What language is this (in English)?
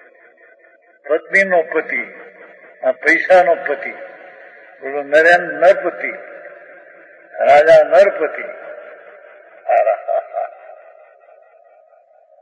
Gujarati